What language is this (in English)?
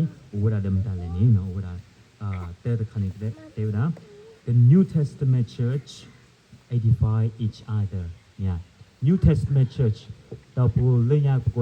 S'gaw Karen